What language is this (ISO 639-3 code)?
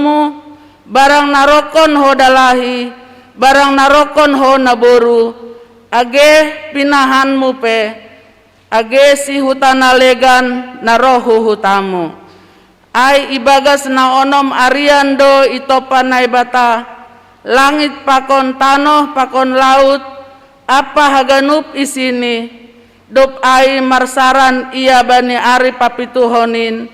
bts